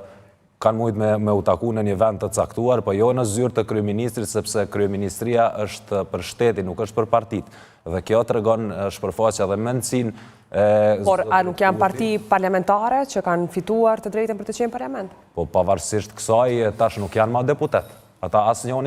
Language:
Albanian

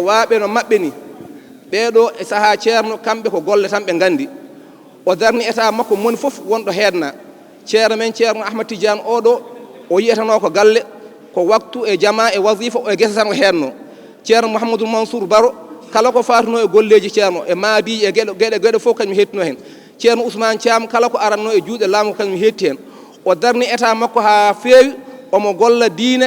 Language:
Fula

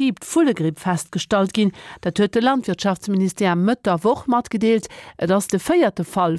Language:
Luxembourgish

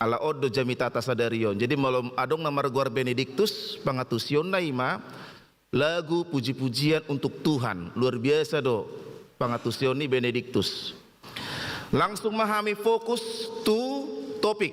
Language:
Batak Toba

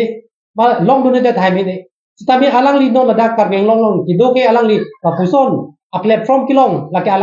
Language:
Karbi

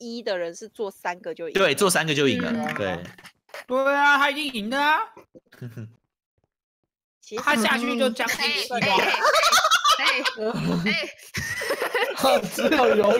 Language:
Chinese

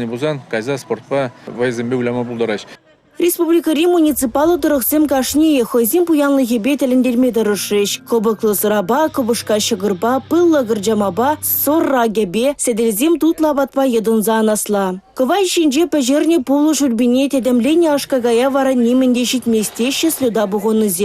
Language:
Chuvash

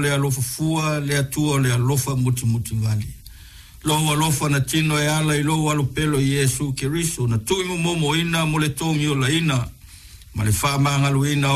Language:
Samoan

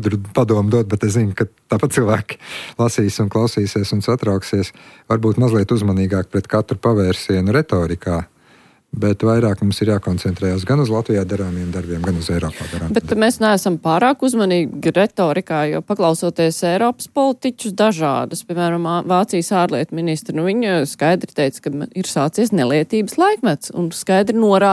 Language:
Latvian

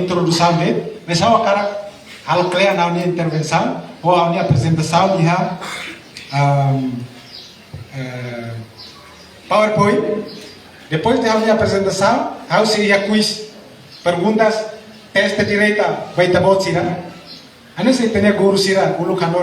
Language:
Tetum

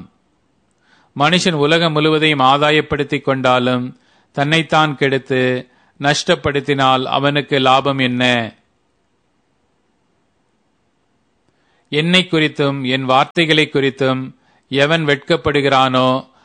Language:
Tamil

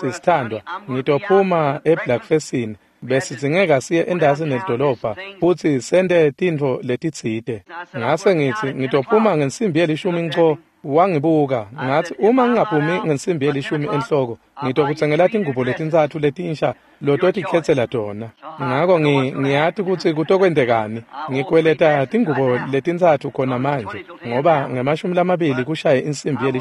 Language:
Swati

